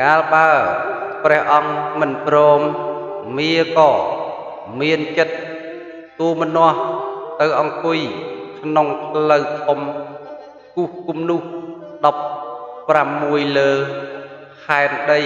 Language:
Khmer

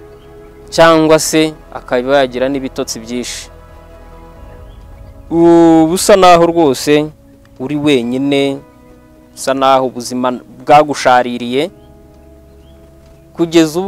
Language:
Kinyarwanda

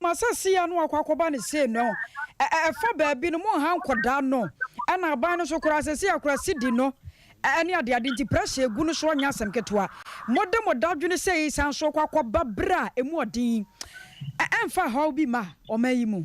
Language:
Akan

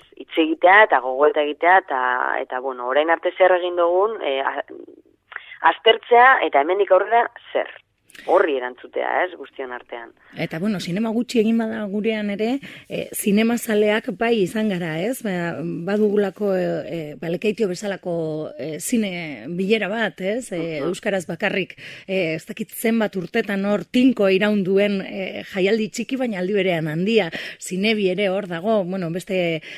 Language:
Basque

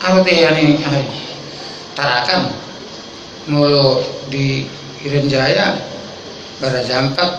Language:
Batak Toba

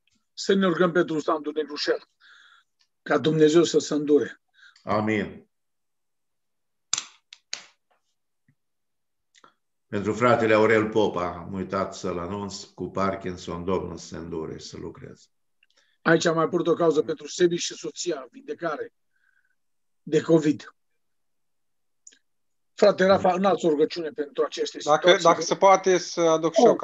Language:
Romanian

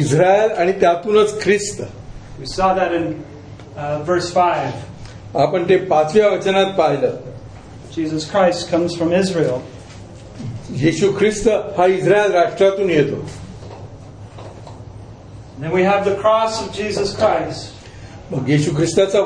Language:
Marathi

